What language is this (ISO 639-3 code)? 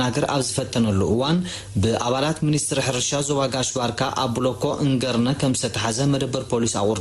tir